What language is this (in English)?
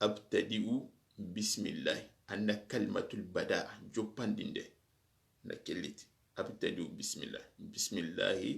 Soninke